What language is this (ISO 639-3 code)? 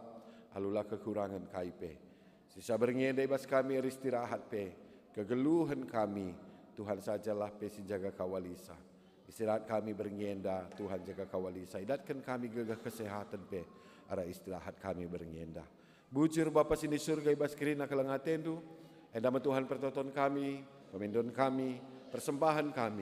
btx